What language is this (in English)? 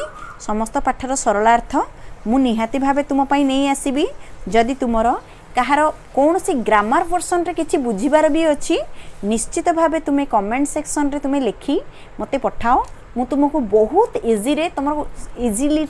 Odia